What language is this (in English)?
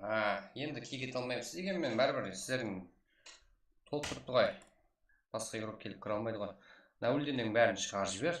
Kara-Kalpak